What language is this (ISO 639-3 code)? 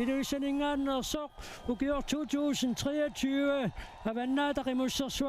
kal